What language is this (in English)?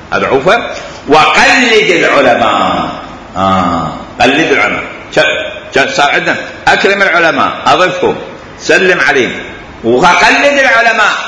Mesopotamian Arabic